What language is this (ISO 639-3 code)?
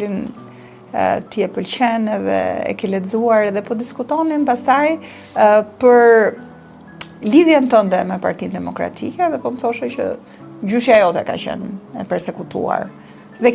sqi